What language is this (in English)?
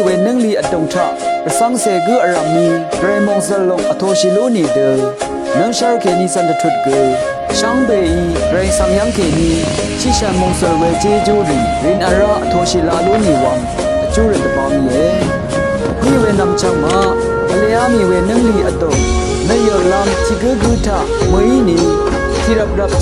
Rawang